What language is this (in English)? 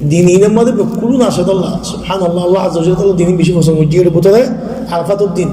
Rohingya